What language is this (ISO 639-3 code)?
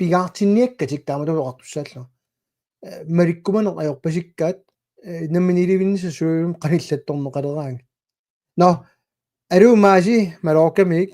kal